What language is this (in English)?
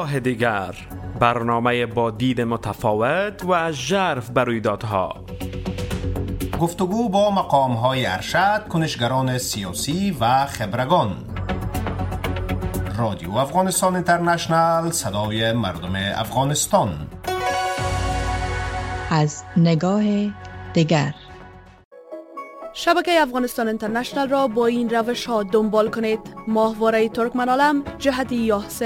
Persian